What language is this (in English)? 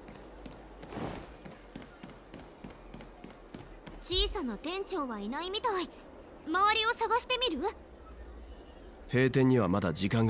Japanese